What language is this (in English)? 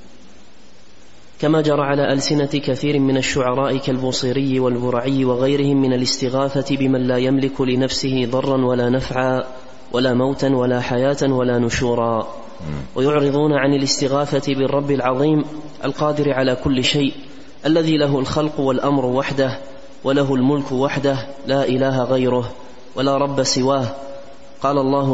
Arabic